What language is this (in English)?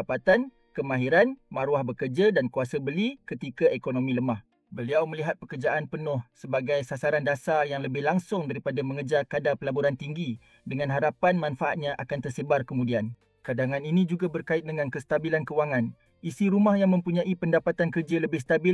Malay